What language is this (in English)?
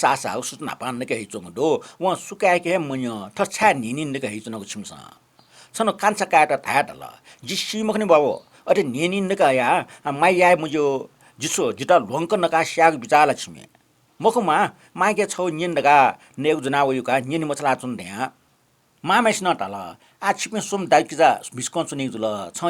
Newari